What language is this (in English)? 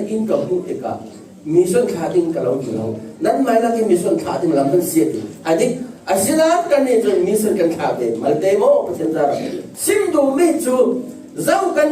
Falam Chin